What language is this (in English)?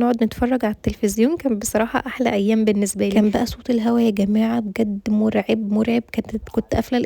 Egyptian Arabic